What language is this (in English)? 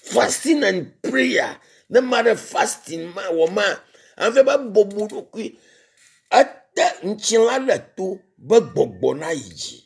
Ewe